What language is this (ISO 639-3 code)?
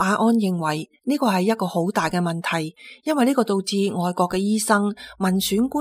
yue